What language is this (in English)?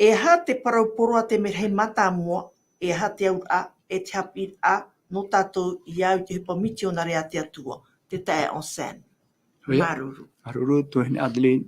Tahitian